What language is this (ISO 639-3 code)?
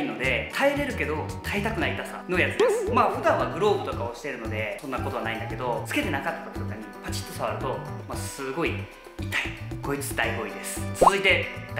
jpn